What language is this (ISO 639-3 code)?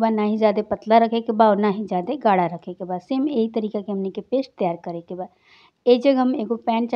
bho